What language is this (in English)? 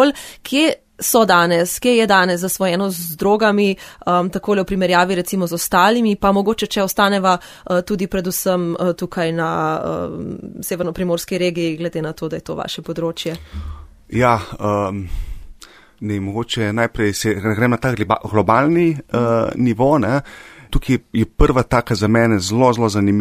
Slovenian